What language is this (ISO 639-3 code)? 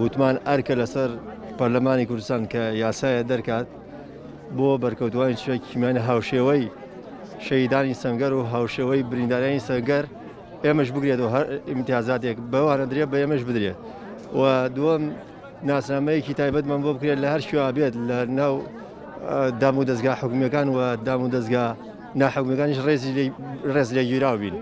ckb